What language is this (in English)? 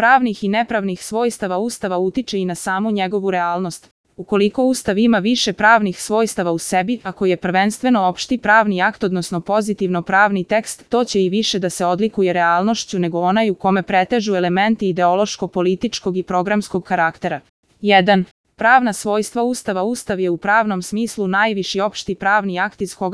Serbian